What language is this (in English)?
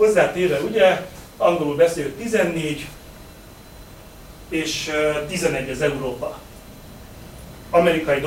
Hungarian